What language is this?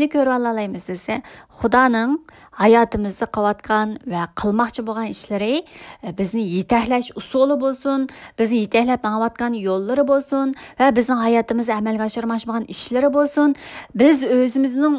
Uyghur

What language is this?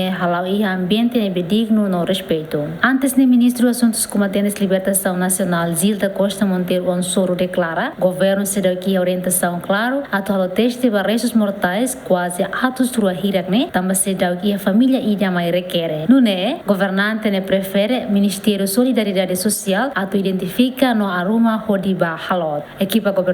Tetum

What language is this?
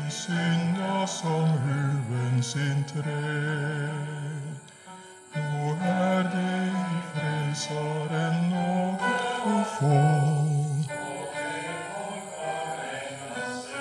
Norwegian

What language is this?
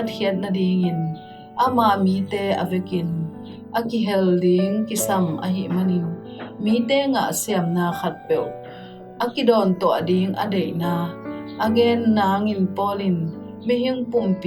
Tedim Chin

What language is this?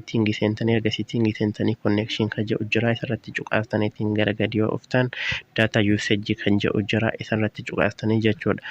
Oromo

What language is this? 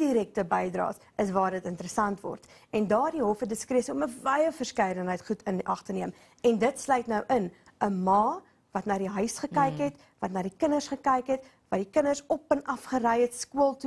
Afrikaans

